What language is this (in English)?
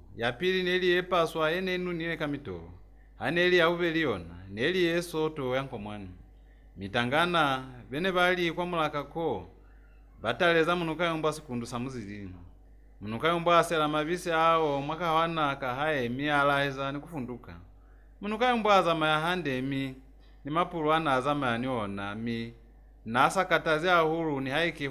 Lozi